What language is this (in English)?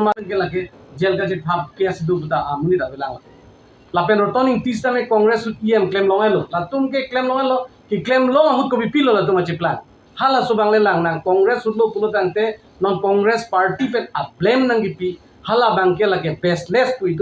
Karbi